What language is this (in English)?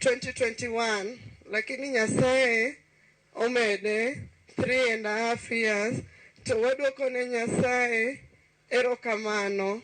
Luo (Kenya and Tanzania)